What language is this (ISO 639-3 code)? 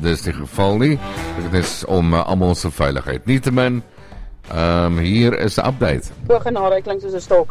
afr